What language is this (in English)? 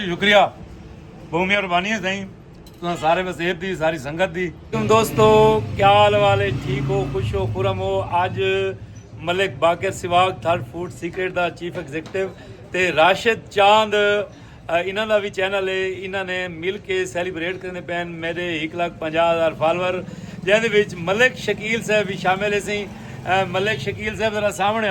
Saraiki